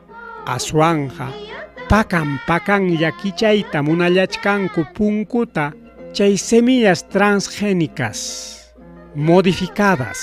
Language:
Ayacucho Quechua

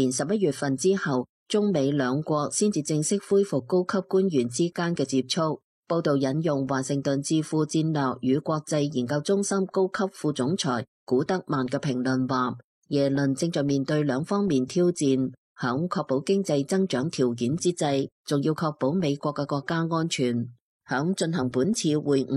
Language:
Cantonese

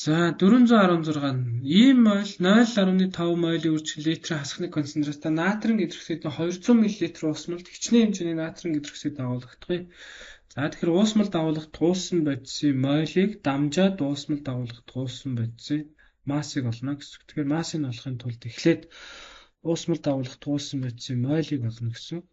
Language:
Mongolian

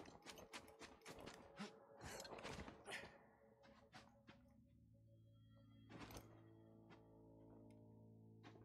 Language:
German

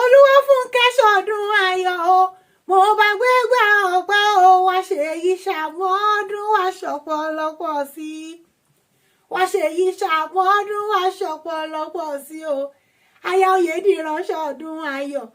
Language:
Yoruba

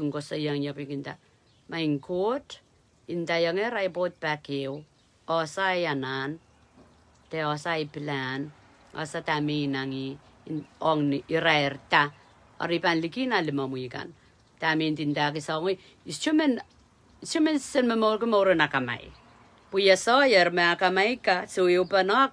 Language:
Pohnpeian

